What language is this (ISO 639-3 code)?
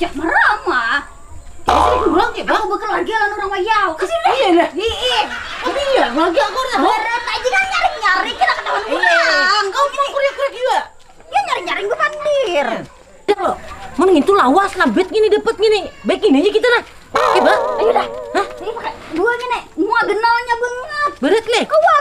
bjn